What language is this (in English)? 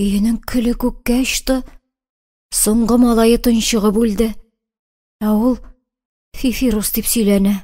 Tatar